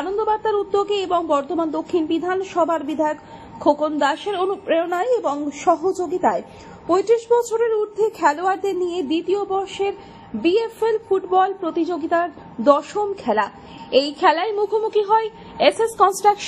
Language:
Bangla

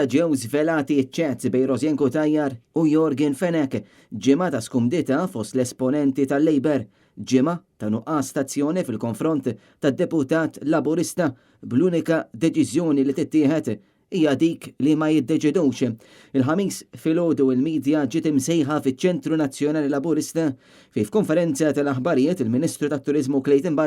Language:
Maltese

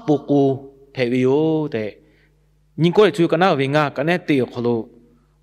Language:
Lahu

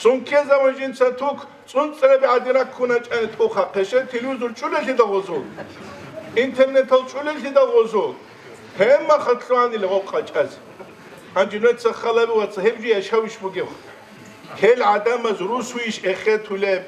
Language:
Avaric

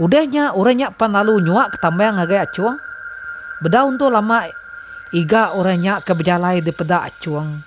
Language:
Iban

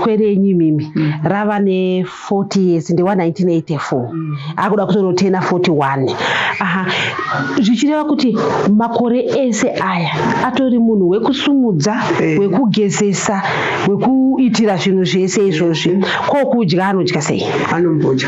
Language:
Shona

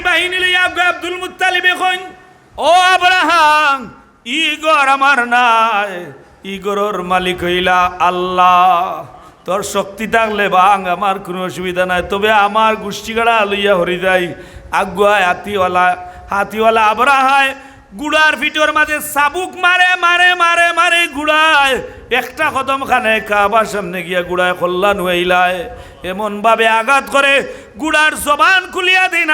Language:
Sylheti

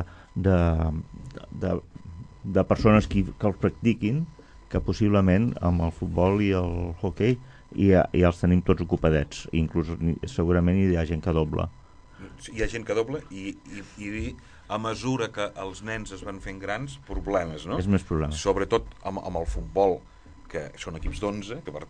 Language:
Catalan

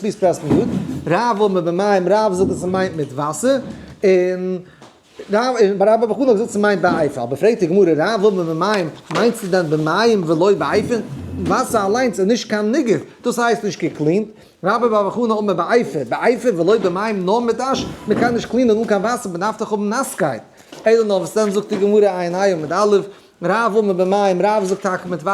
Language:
Yiddish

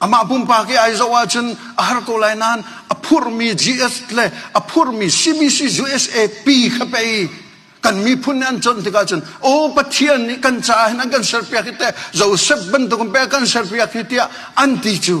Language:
Hakha Chin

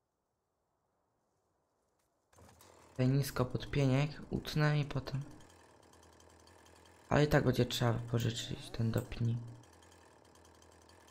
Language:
Polish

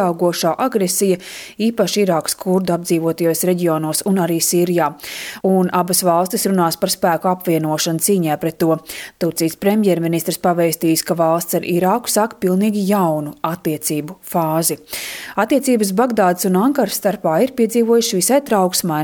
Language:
Latvian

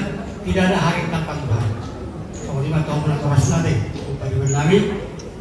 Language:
Batak Toba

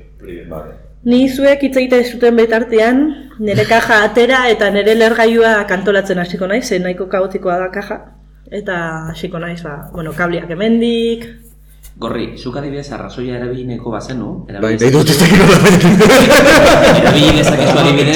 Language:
Basque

